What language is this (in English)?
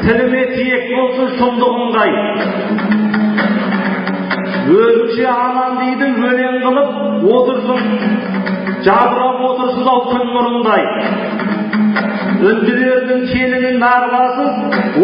Kazakh